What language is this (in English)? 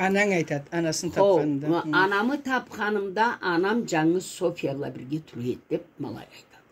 Karachay-Balkar